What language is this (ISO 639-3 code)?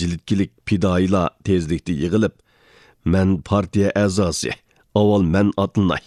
uig